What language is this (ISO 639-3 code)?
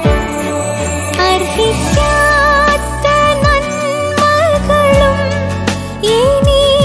mal